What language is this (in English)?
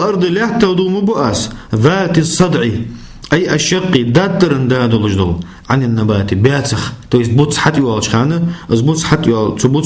Ingush